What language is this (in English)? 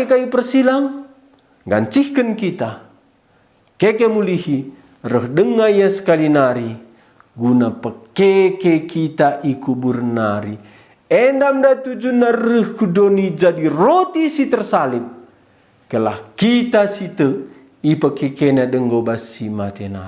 Batak Karo